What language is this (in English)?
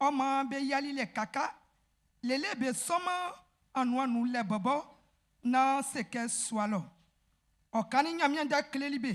Baoulé